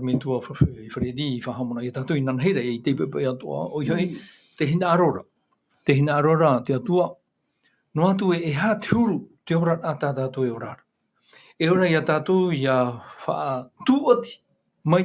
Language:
Tahitian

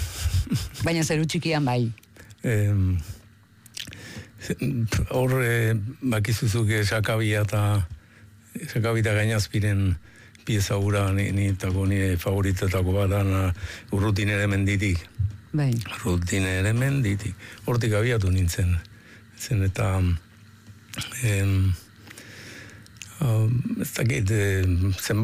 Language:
Basque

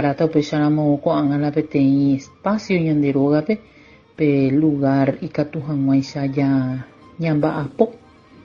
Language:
Guarani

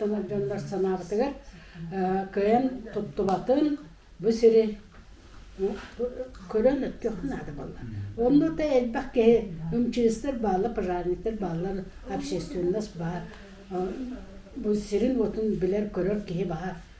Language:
Yakut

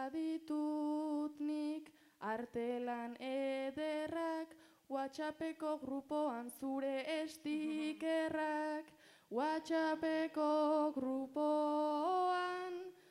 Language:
Basque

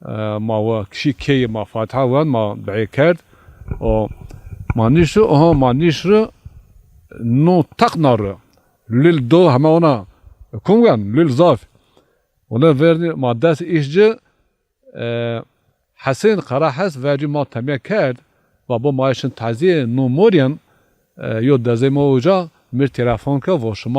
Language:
Zaza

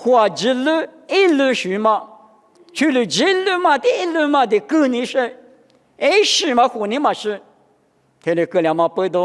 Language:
Lisu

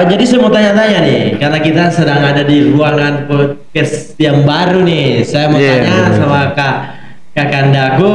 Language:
Indonesian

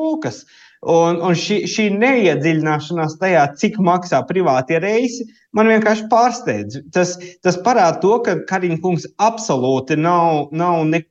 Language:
Latvian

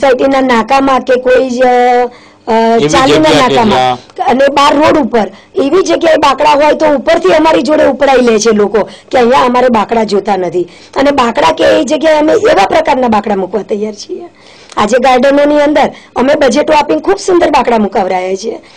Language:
Gujarati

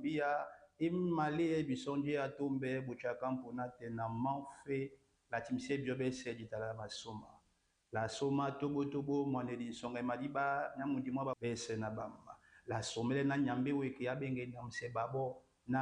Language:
Duala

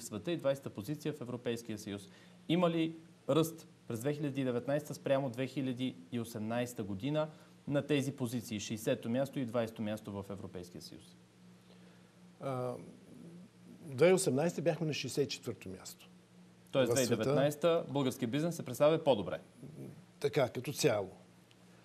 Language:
Bulgarian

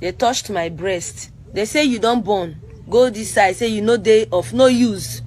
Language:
Nigerian Pidgin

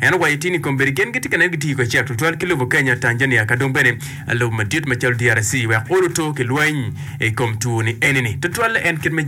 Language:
Acoli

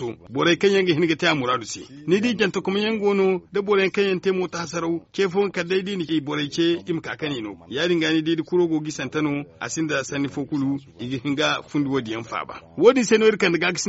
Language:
Zarma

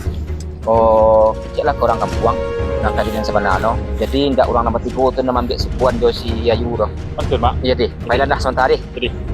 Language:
Minangkabau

